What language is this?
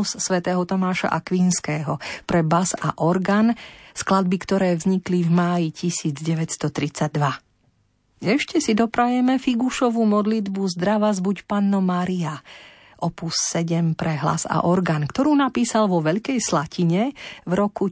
Slovak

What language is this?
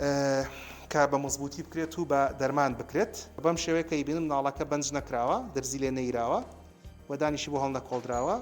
Central Kurdish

